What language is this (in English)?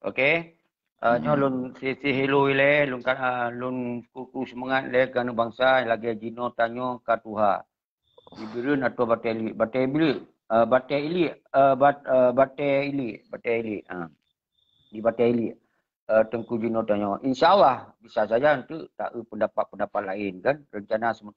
Achinese